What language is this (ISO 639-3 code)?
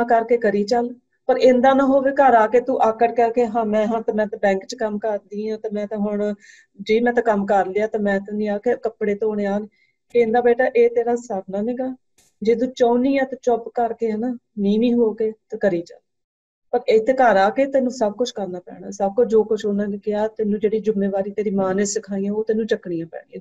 pan